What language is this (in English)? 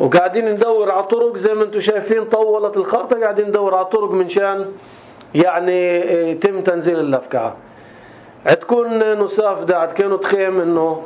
North Levantine Arabic